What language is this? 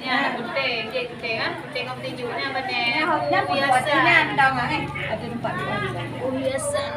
Achinese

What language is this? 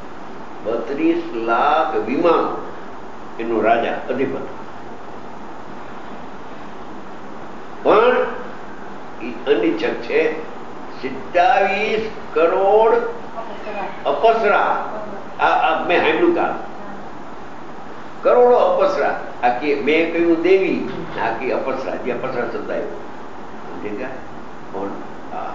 Gujarati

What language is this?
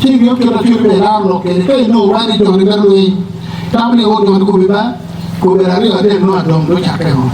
Acoli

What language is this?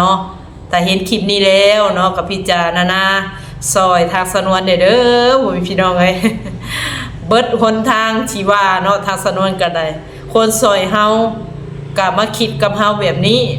Lao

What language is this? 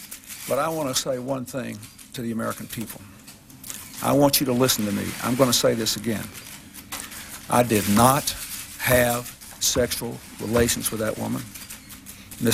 English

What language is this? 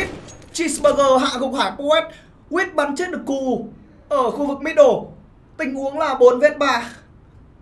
Vietnamese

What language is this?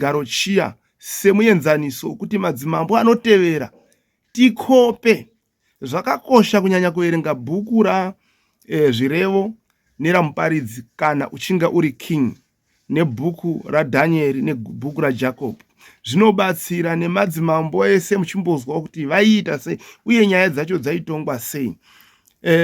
Shona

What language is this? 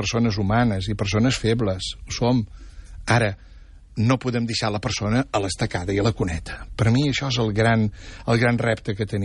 Catalan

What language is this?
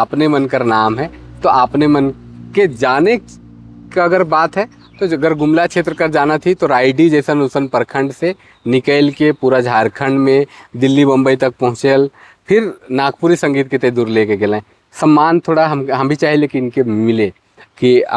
Sadri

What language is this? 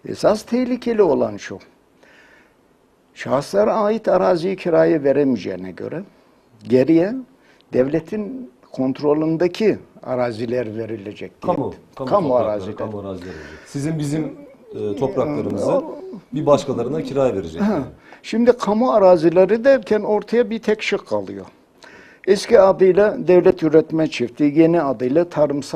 Turkish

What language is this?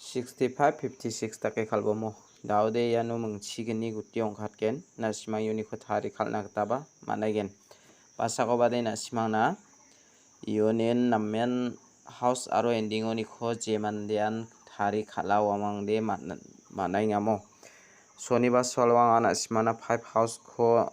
Garo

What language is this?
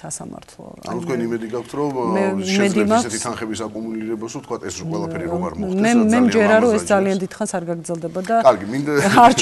Georgian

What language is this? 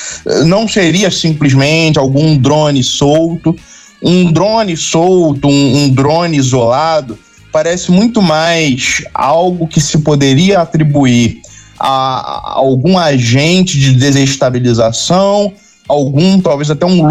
Portuguese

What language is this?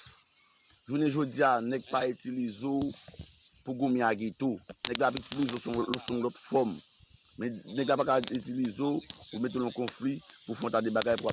Haitian Creole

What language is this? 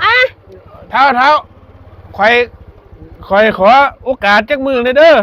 Northeastern Thai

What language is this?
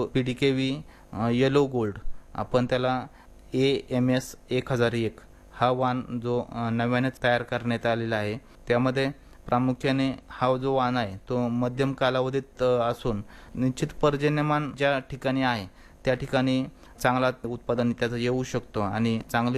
Marathi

